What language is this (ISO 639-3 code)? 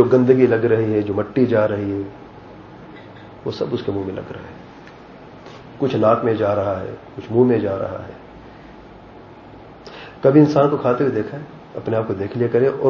urd